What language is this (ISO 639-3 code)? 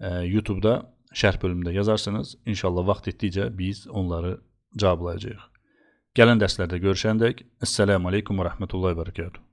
aze